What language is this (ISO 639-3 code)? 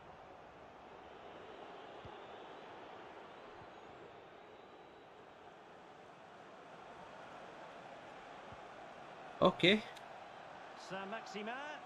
ind